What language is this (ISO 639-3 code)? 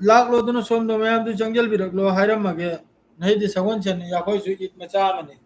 mni